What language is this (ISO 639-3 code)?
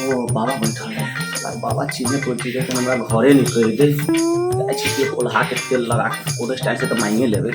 mai